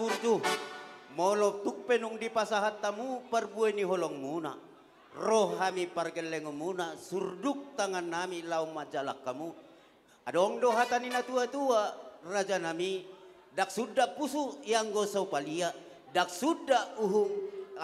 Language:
Batak Toba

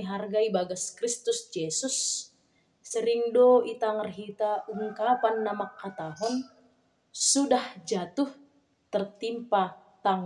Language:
Batak Simalungun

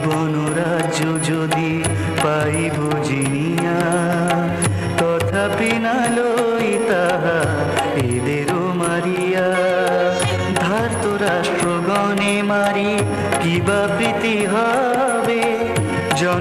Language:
Bangla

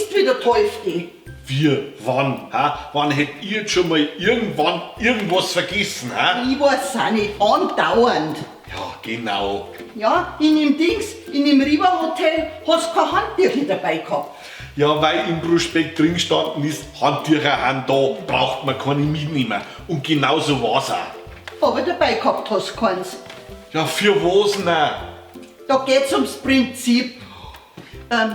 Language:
Bavarian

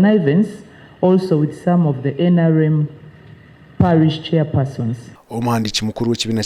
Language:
Nyankole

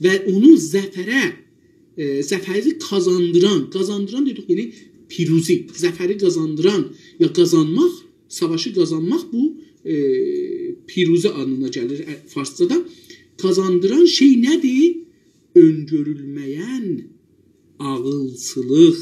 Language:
South Azerbaijani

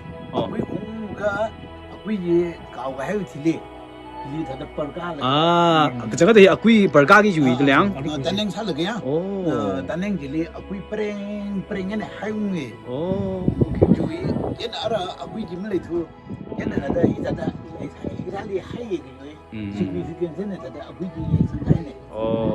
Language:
Tangkhul Naga (India)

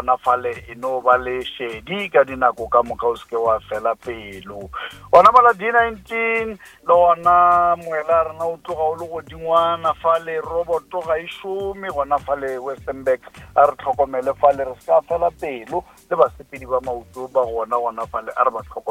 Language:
Northern Sotho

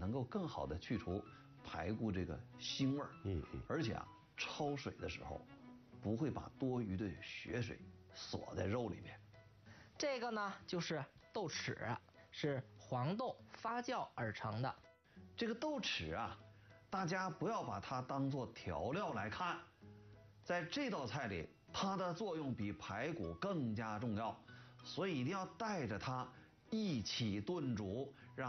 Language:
Chinese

